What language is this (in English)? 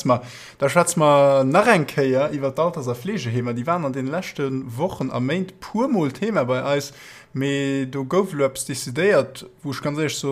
Luxembourgish